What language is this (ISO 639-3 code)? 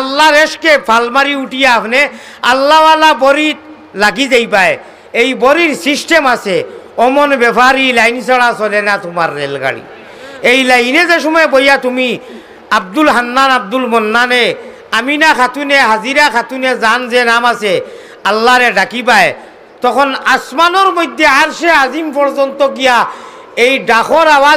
syl